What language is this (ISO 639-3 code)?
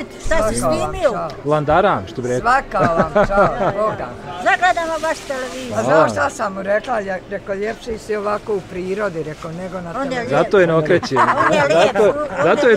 bos